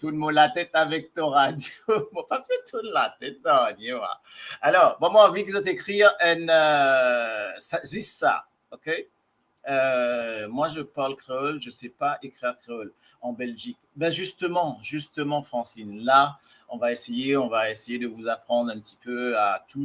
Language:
Morisyen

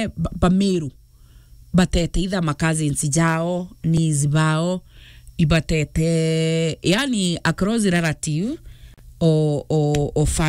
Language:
Meru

